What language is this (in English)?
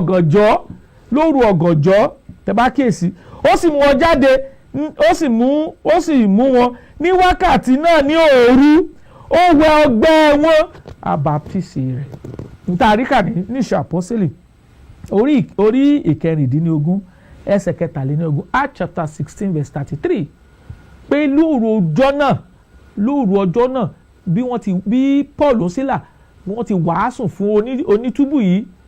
Yoruba